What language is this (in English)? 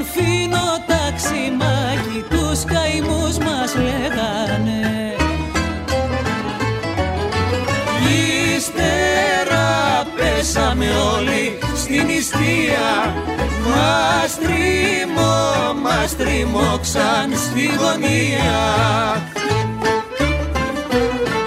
Greek